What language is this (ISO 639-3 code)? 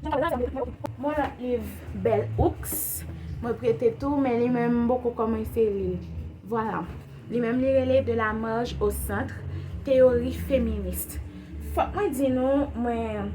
hat